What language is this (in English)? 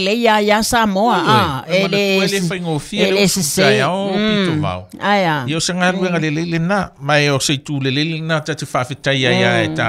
Samoan